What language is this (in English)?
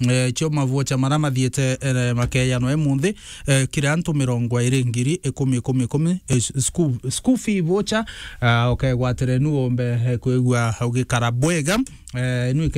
Meru